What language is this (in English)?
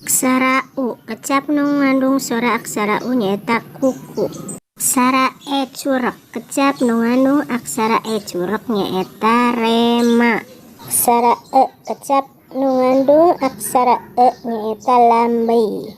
Sundanese